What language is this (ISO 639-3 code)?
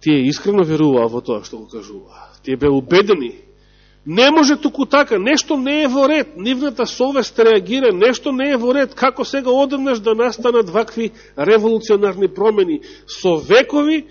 mkd